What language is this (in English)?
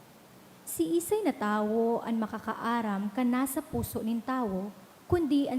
Bikol